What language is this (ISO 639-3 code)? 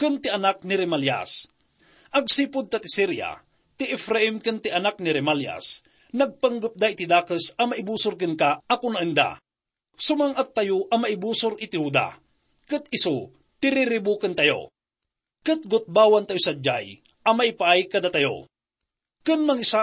ilo